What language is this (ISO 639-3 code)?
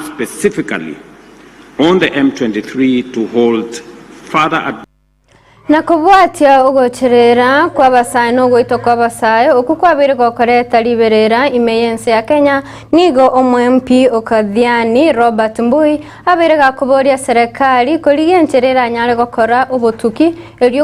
guz